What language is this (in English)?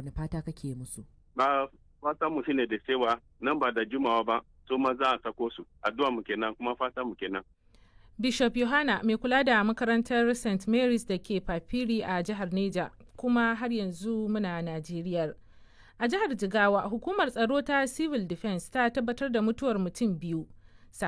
Hausa